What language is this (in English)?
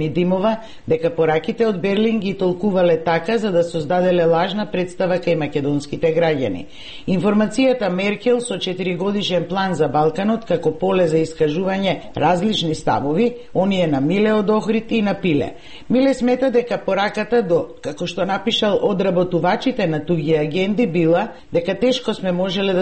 Macedonian